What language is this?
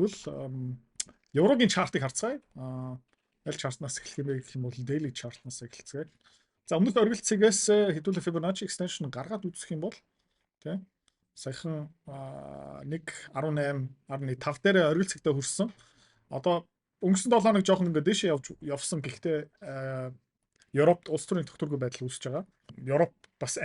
Mongolian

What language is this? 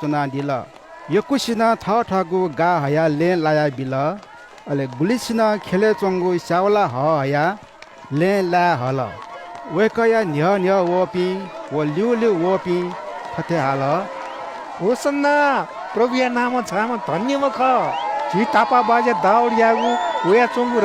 Newari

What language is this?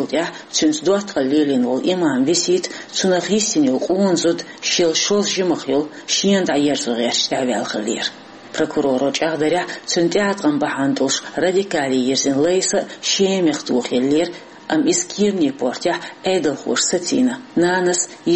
Chechen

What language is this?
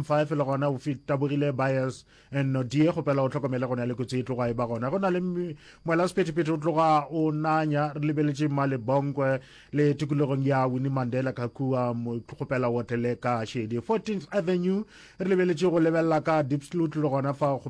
Northern Sotho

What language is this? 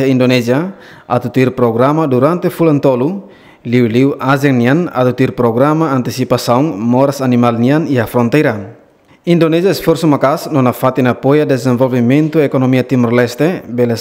Tetum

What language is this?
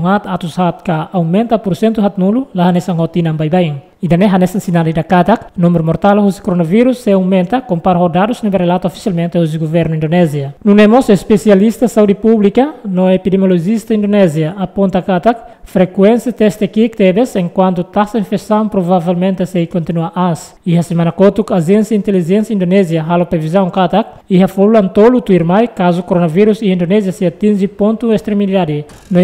Tetum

